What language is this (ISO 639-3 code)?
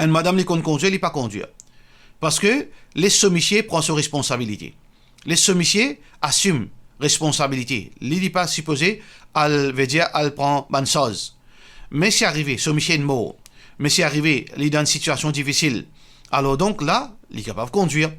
mfe